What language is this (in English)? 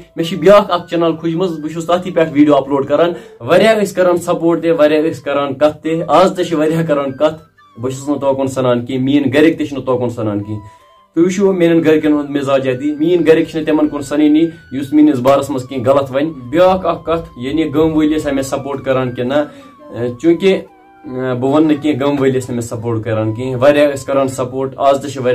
Kashmiri